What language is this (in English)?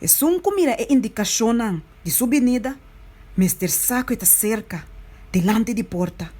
Papiamento